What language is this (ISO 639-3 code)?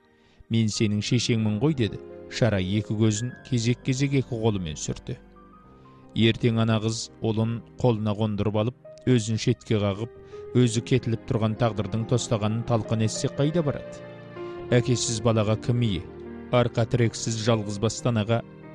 kaz